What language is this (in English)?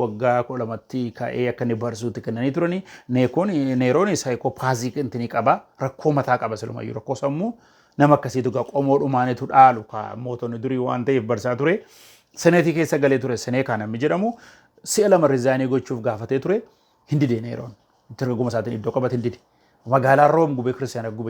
Oromo